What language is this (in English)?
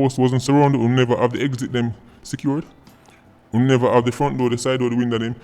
Jamaican Creole English